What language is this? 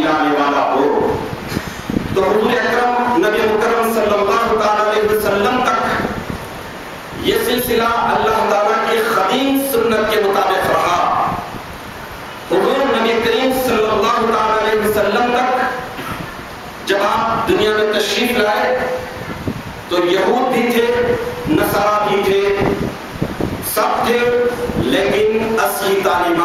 Urdu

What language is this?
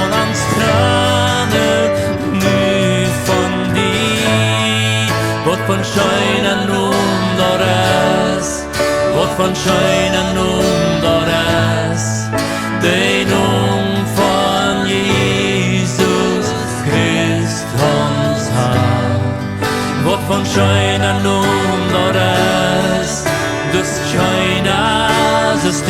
Plautdietsch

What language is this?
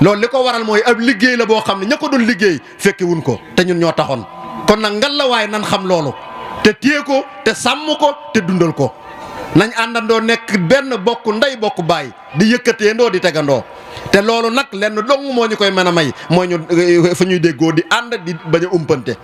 Wolof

